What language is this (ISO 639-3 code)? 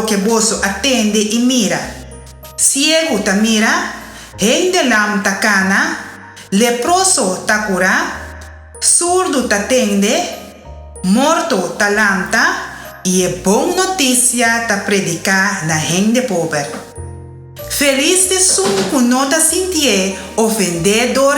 pap